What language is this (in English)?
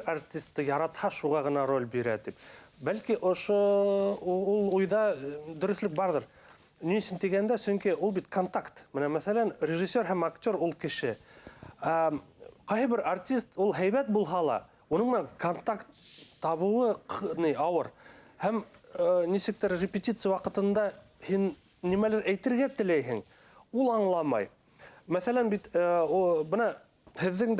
Bashkir